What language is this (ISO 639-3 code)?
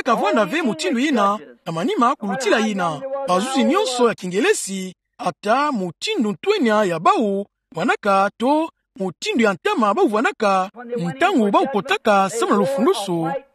ktu